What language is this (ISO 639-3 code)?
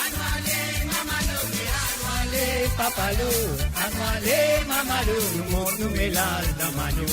mfe